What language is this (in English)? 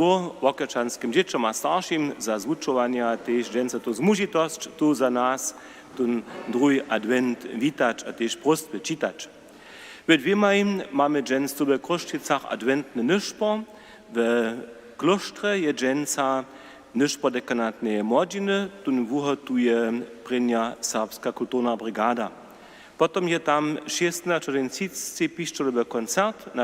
Upper Sorbian